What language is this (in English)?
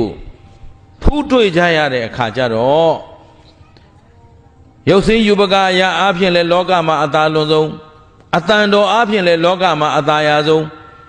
Burmese